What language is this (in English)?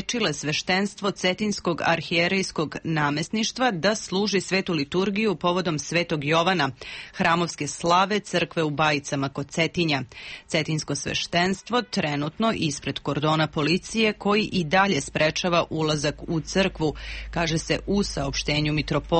Serbian